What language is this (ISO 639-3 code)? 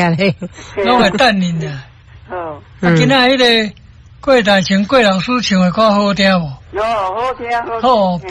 nan